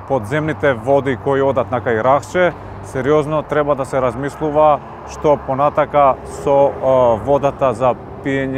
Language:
Macedonian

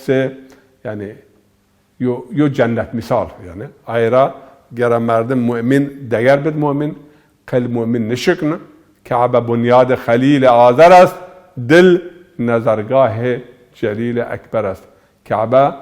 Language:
Zaza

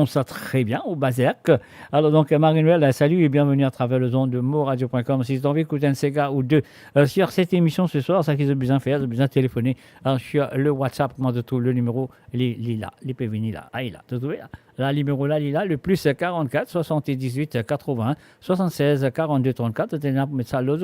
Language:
Morisyen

